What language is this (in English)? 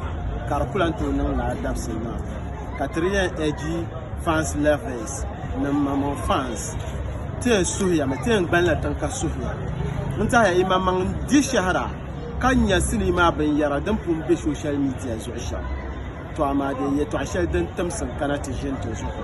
Dagbani